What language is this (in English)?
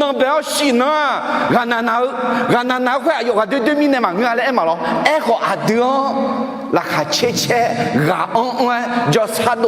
Akha